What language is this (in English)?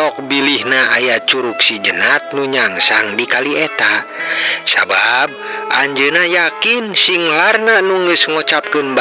Sundanese